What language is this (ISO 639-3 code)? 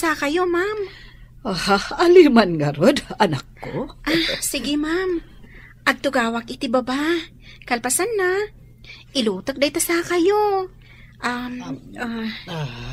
ilo